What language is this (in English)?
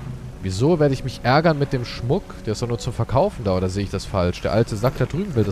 German